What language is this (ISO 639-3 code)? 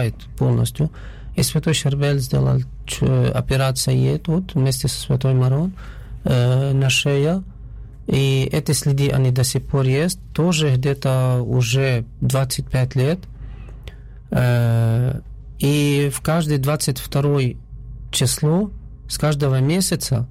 rus